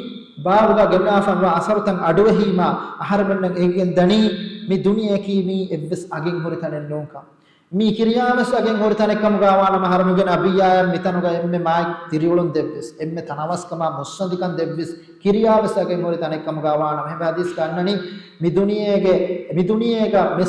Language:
Divehi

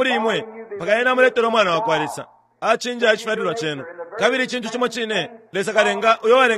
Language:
Bemba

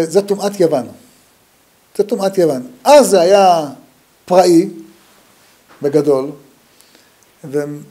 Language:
Hebrew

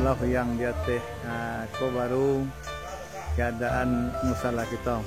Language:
Minangkabau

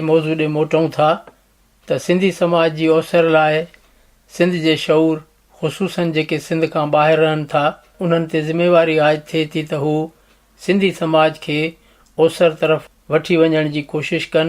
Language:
Sindhi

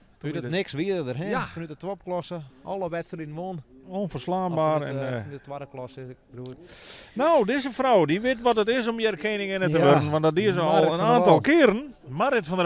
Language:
Western Frisian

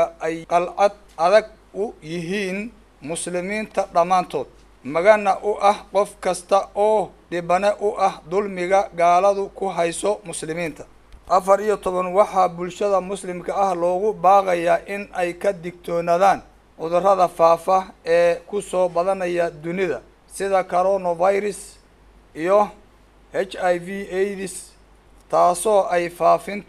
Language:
Somali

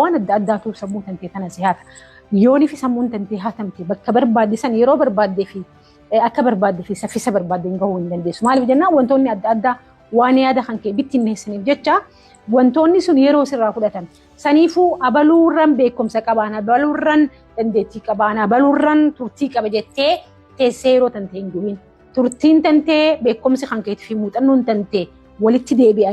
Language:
Oromo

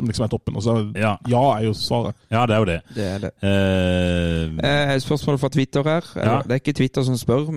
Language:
Norwegian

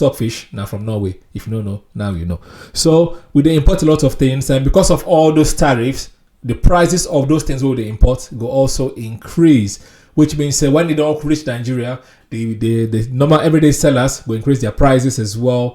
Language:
Nigerian Pidgin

